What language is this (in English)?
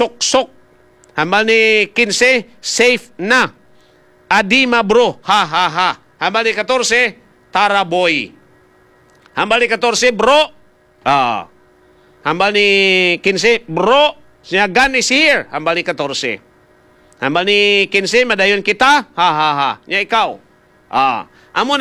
Hiligaynon